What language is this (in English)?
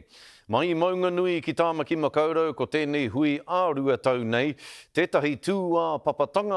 Māori